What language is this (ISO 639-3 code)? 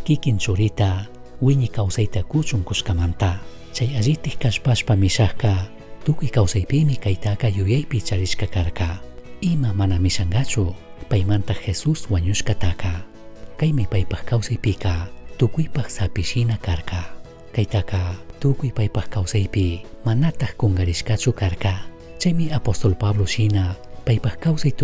qug